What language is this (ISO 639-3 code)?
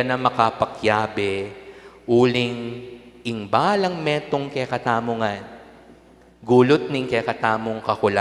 pam